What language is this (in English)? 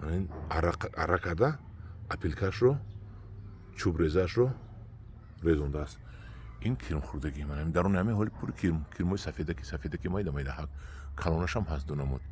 Tajik